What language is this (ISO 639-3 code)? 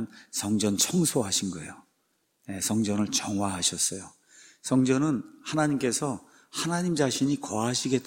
kor